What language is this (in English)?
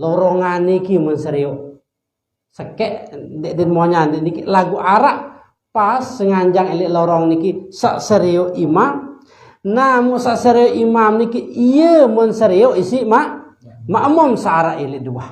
Sasak